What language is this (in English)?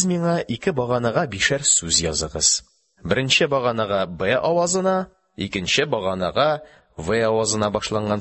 Tatar